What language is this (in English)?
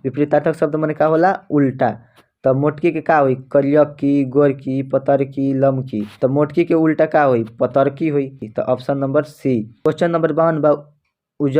Bhojpuri